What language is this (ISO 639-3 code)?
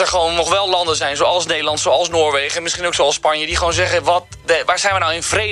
nld